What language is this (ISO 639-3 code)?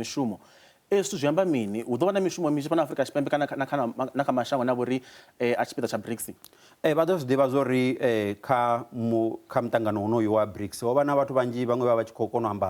ven